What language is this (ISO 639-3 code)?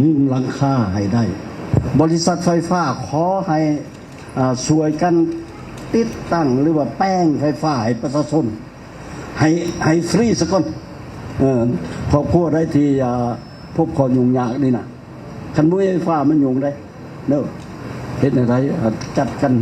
lao